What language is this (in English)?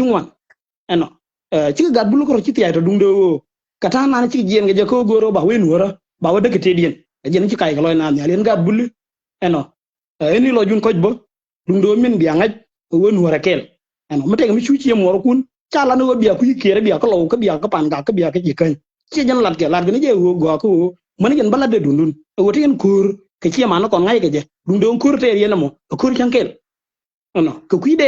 Nuer